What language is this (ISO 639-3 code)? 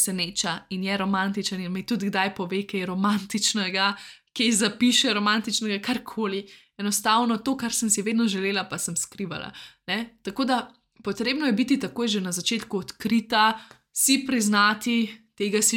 slv